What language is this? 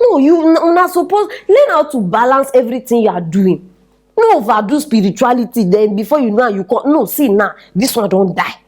Nigerian Pidgin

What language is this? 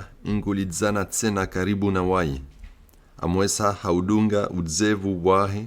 Comorian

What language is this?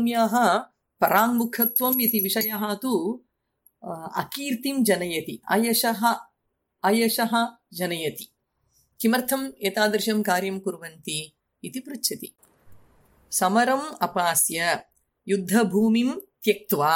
Sanskrit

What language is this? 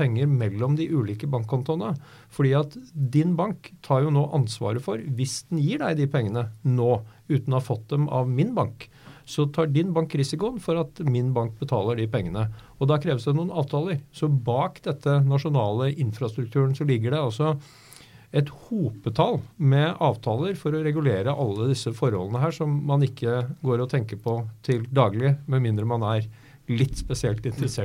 Norwegian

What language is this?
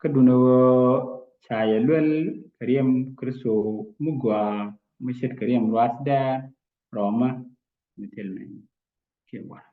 Nuer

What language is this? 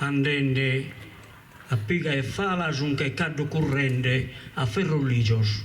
Sardinian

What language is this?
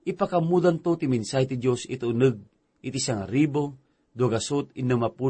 Iloko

